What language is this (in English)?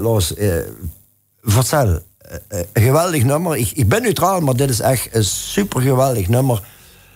Limburgish